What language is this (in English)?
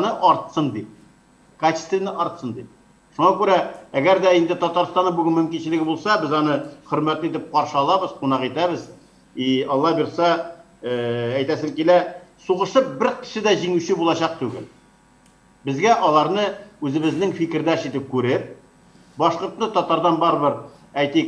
Tatar